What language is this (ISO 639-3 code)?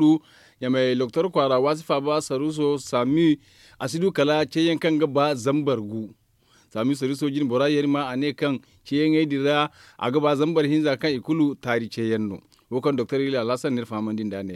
dje